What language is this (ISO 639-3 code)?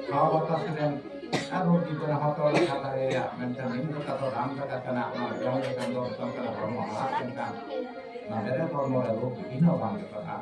sat